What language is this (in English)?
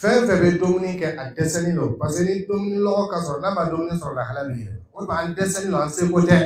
Dyula